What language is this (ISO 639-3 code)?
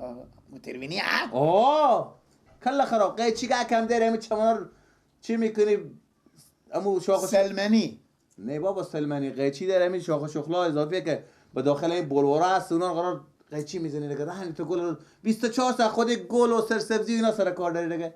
fas